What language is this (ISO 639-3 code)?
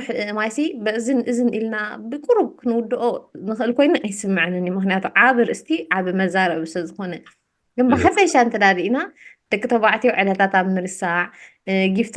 tir